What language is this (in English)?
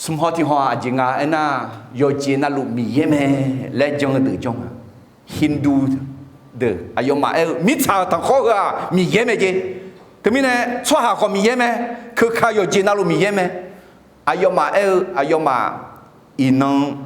Akha